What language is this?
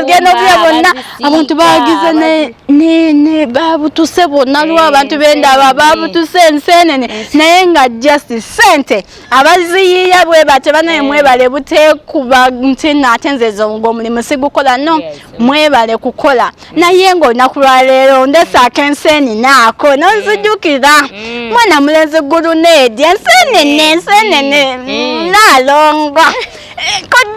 Ganda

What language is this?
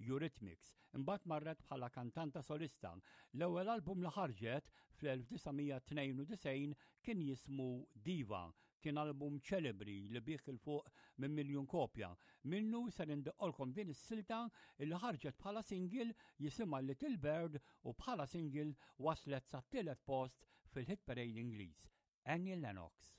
Maltese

